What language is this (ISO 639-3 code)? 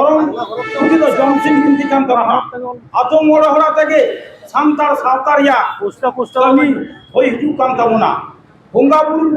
sat